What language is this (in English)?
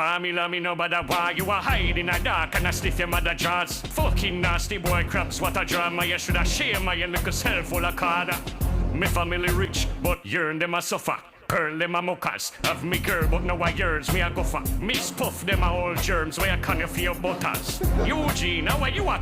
Jamaican Creole English